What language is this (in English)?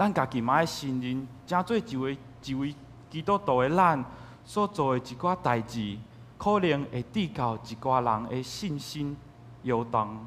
Min Nan Chinese